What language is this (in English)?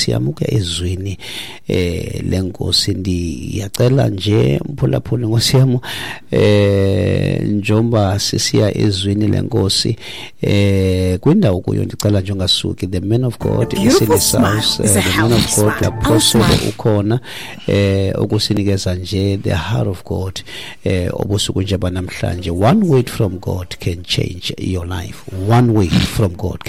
Xhosa